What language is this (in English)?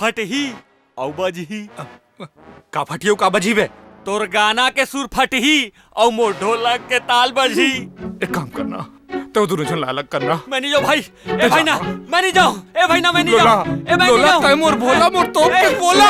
Chhattisgarhi